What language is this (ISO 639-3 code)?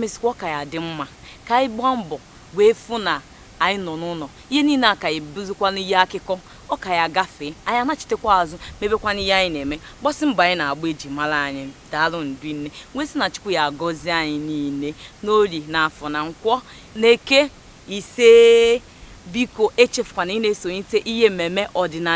ibo